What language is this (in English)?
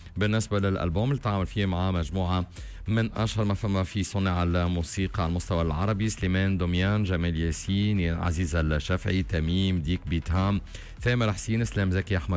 Tunisian Arabic